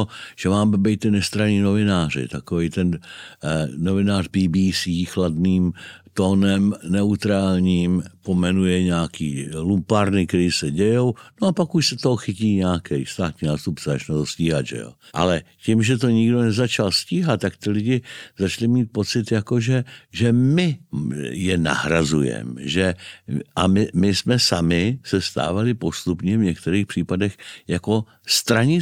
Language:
Czech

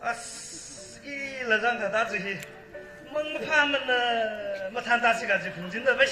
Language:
Tangkhul Naga (India)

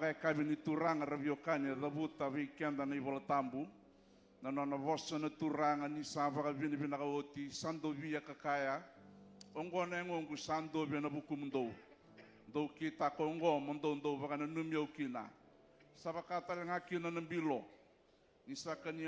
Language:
Fijian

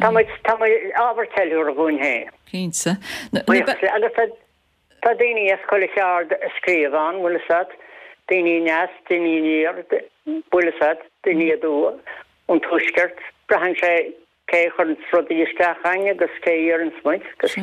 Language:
Irish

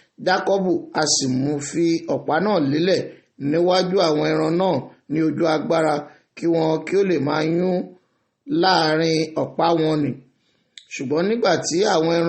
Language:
Yoruba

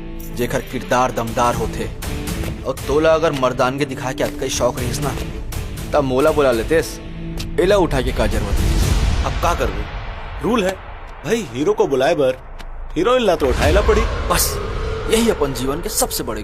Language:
Chhattisgarhi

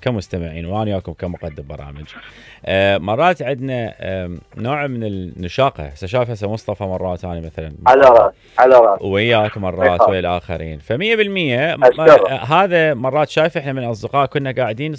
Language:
Mesopotamian Arabic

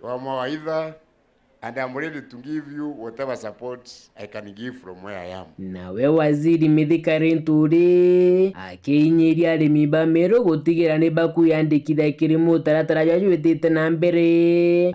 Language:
Meru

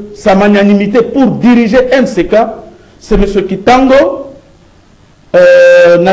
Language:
French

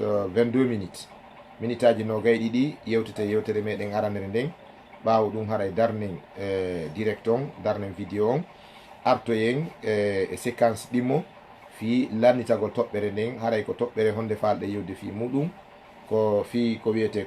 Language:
Fula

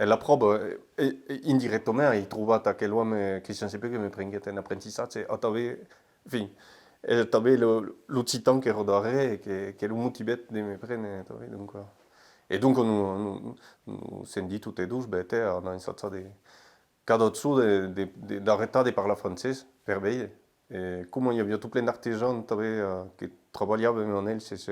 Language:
Occitan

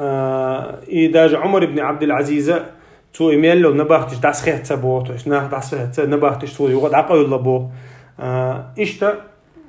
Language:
Chechen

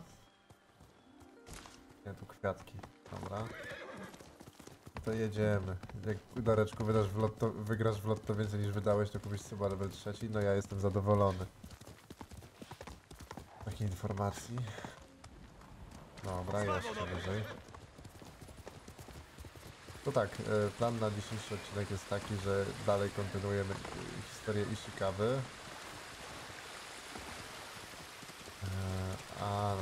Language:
Polish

